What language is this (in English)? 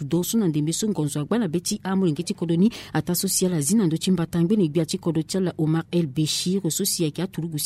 Sango